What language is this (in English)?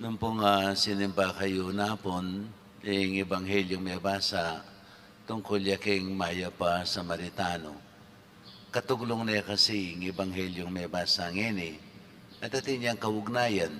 Pampanga